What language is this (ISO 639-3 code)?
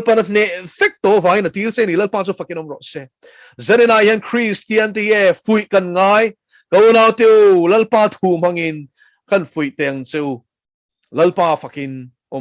lus